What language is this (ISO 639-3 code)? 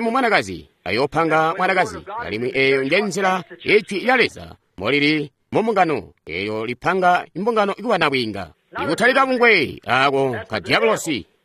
toi